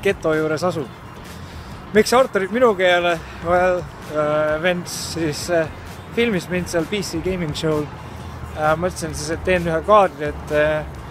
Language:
Estonian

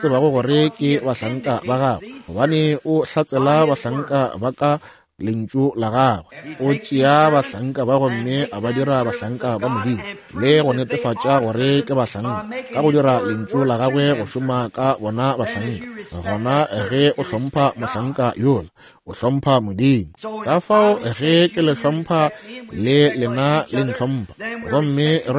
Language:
Northern Sotho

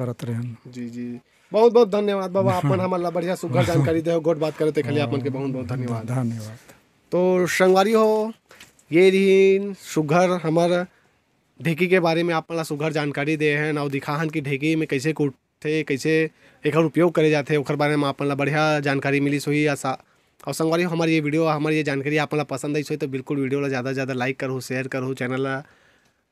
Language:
Chhattisgarhi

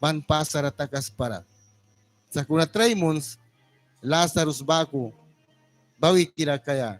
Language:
Mískito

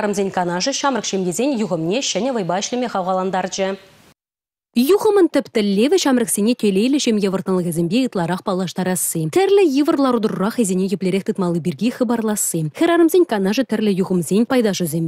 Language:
Chuvash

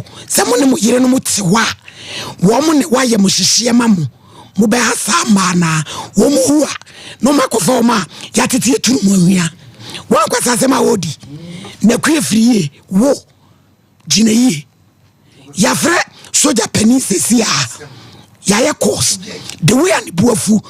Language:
Akan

